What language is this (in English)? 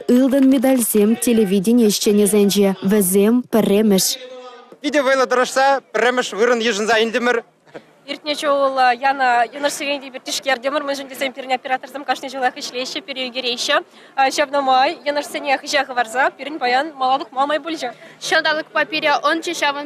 Chuvash